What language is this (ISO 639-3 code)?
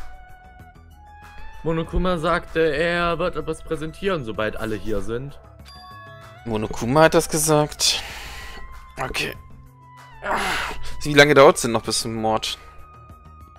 deu